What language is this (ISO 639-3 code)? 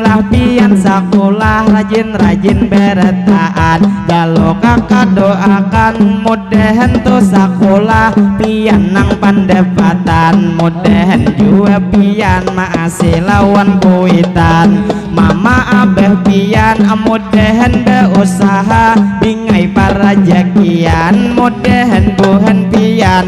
bjn